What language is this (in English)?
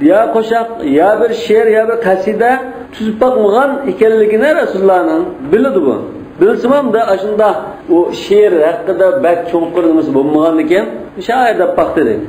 Uyghur